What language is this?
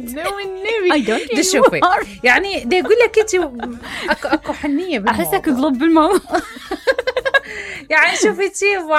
Mesopotamian Arabic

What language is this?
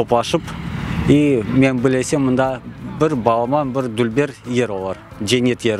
Crimean Tatar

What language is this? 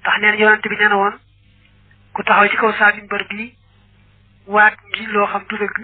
Wolof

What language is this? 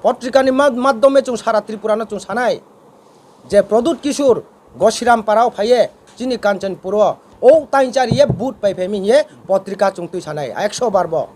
Riang (India)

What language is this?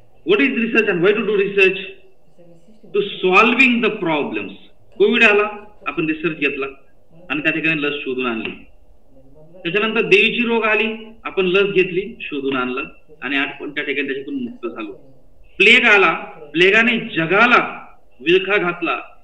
Marathi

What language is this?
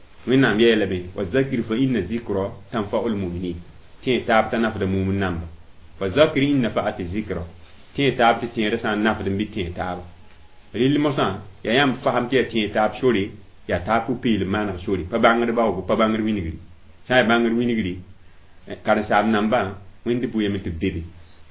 Mossi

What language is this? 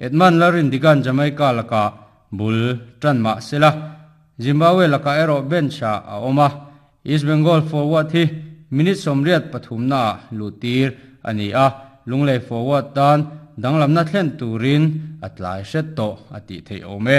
Mizo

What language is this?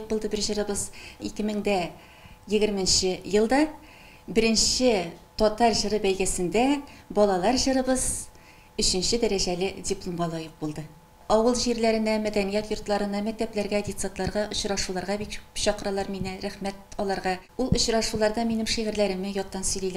Tatar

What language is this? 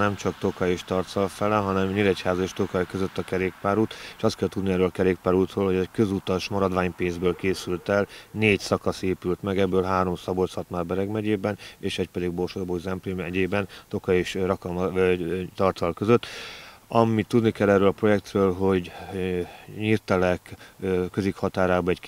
Hungarian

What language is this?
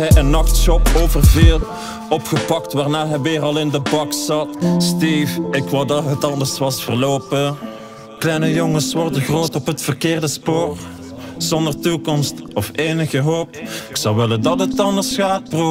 Dutch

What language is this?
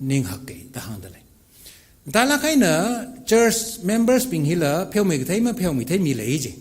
Tangkhul Naga (India)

